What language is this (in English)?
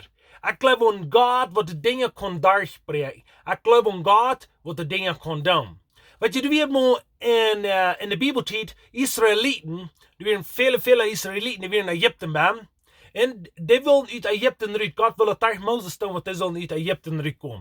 Plautdietsch